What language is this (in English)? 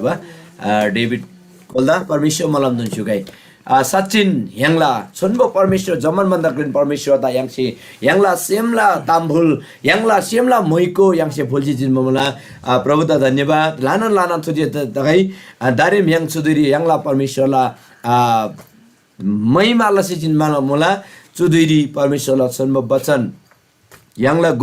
Eastern Tamang